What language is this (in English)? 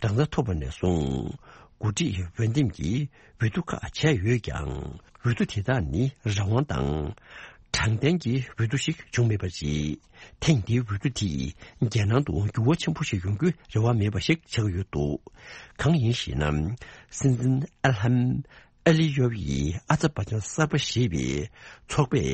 Tibetan